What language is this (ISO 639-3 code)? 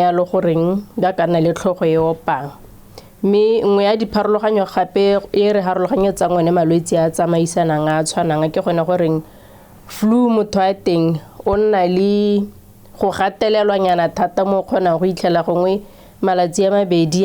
tsn